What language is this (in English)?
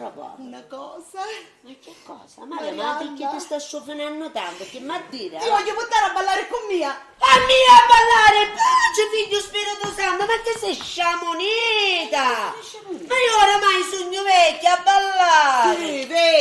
Sicilian